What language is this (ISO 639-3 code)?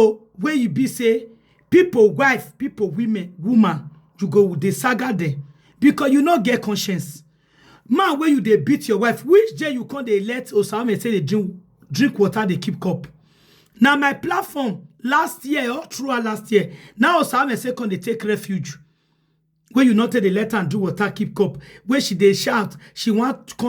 pcm